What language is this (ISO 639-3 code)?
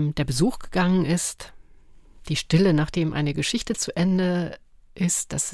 deu